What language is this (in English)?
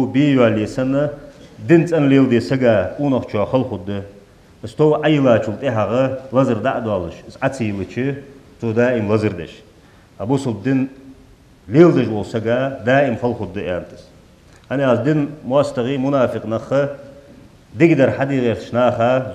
Ingush